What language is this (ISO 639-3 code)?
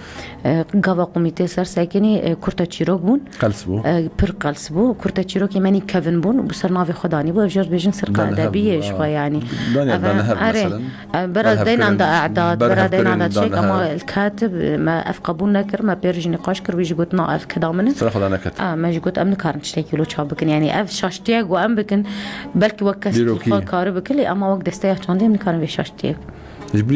kur